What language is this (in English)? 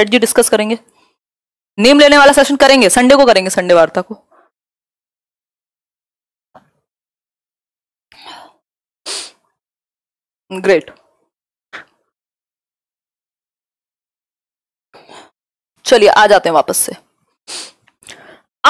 Hindi